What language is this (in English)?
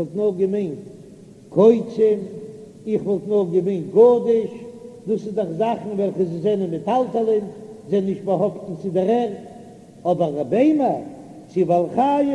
Yiddish